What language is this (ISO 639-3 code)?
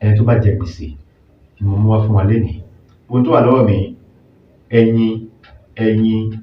yor